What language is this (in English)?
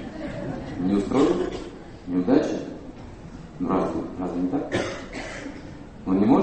Russian